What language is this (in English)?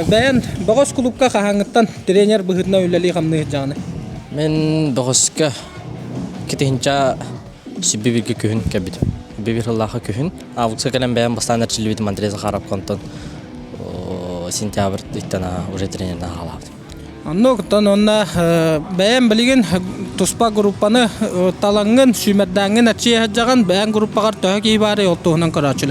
Yakut